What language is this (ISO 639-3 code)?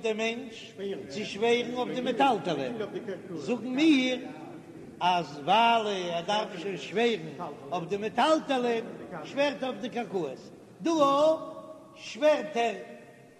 yid